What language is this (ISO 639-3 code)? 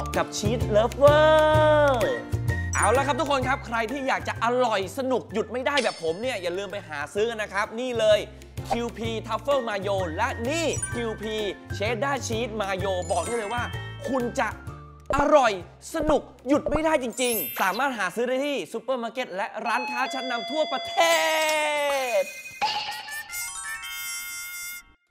tha